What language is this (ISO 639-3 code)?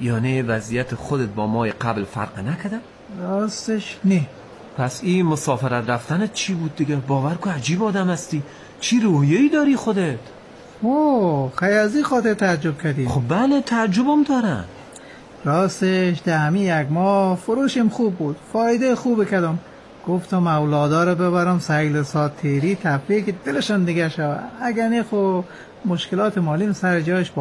fas